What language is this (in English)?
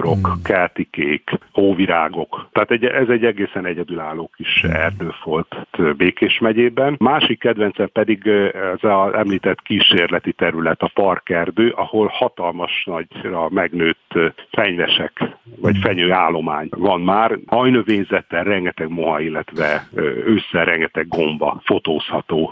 Hungarian